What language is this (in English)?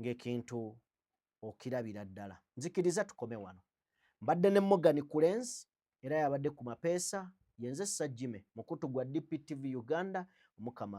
Ganda